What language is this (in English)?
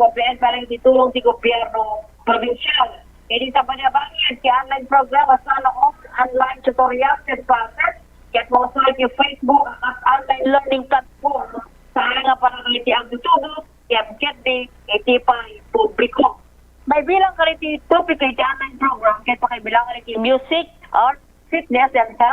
Iloko